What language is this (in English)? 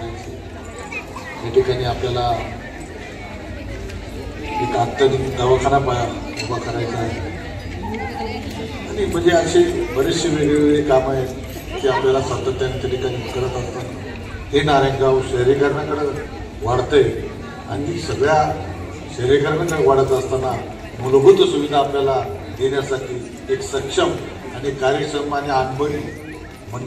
Marathi